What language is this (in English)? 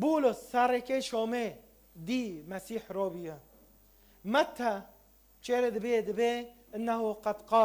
Kurdish